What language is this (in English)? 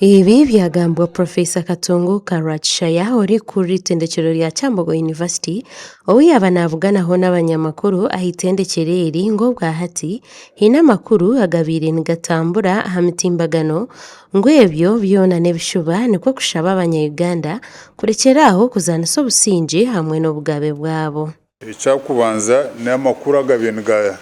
Nyankole